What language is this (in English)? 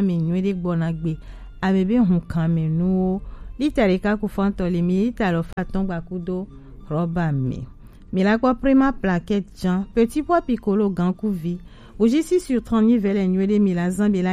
Gen